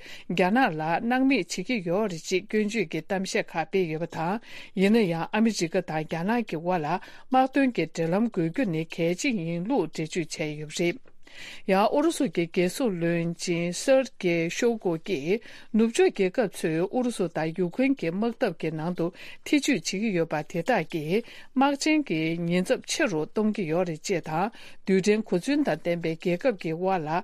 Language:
Tibetan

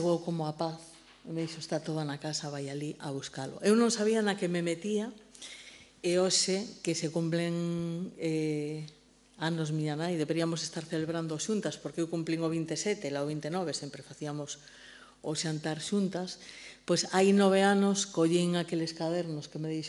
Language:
Galician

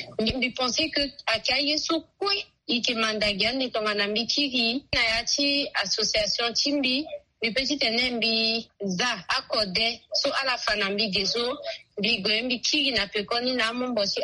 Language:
Sango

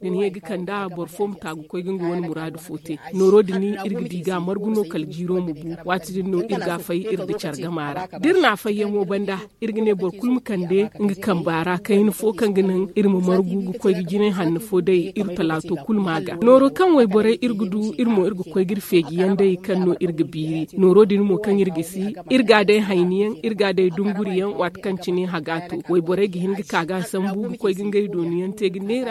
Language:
Zarma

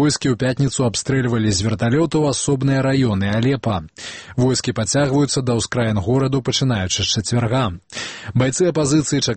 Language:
Belarusian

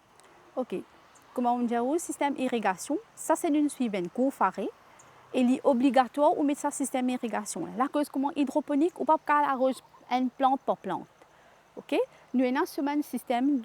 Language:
Morisyen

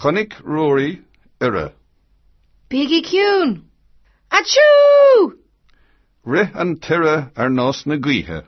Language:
Irish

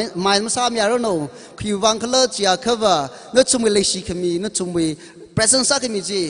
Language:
Tangkhul Naga (India)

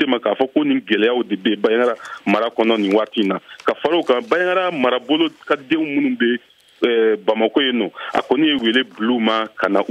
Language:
Bambara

